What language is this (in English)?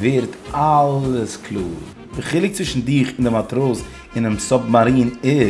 Yiddish